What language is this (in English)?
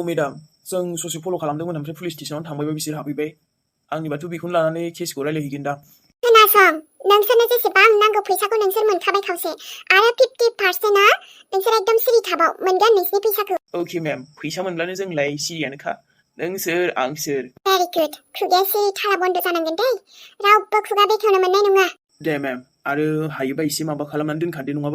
Bodo